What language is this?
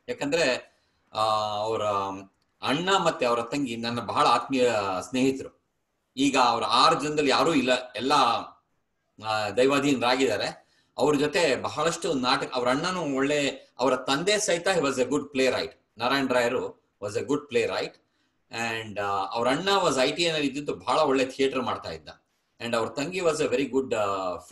Kannada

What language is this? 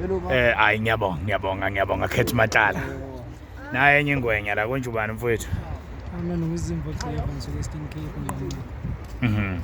Zulu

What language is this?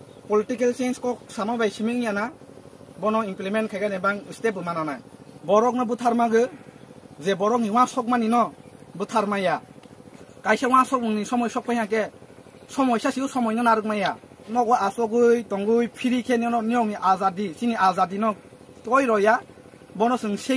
Kok Borok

